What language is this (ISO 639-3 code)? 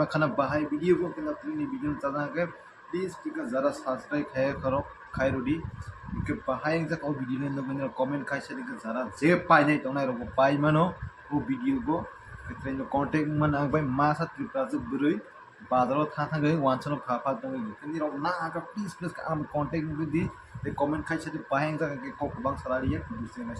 trp